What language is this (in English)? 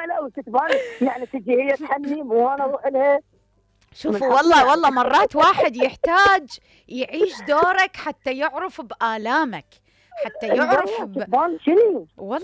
Mesopotamian Arabic